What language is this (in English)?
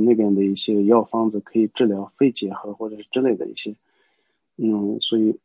Chinese